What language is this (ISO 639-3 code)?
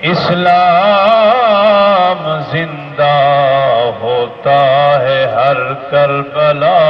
skr